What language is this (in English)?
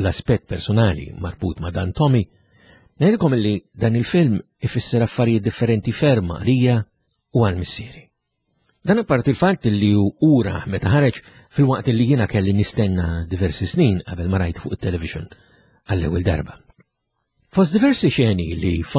Maltese